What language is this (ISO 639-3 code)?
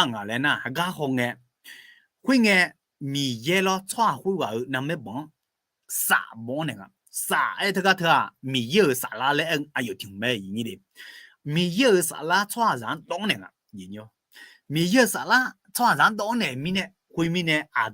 ahk